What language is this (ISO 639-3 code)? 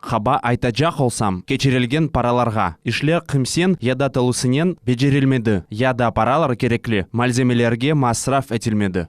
crh